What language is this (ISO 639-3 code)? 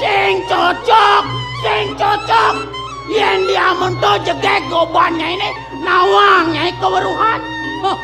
ban